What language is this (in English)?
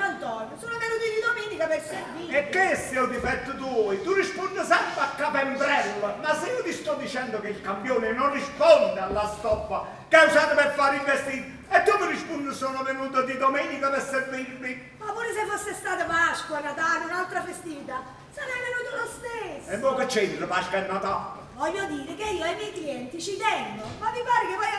Neapolitan